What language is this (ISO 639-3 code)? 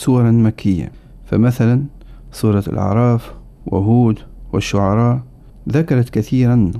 ara